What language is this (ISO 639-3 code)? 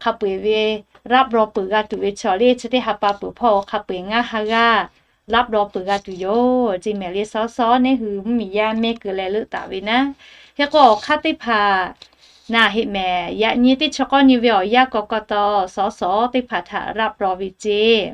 lhu